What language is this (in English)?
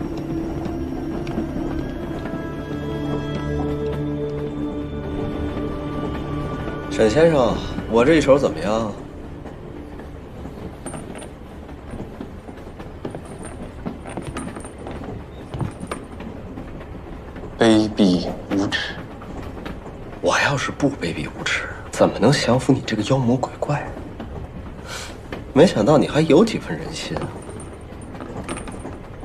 Chinese